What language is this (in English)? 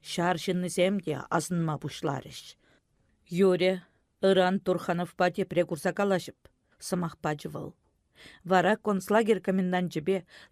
Chuvash